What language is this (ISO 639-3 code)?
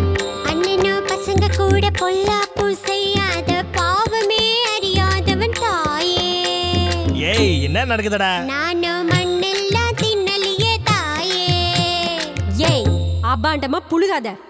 tam